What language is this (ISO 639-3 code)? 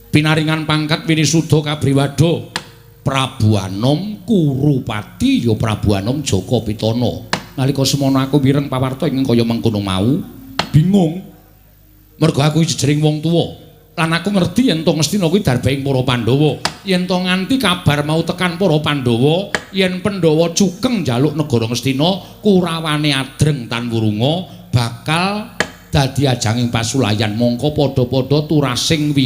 jav